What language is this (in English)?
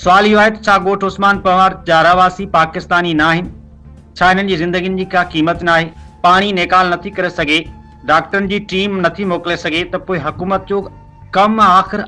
Sindhi